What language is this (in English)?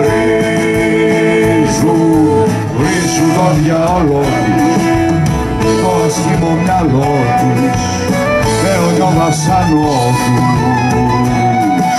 Greek